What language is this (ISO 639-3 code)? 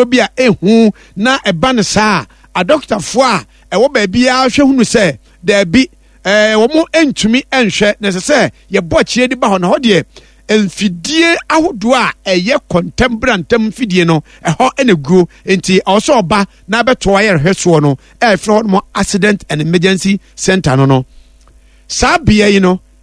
aka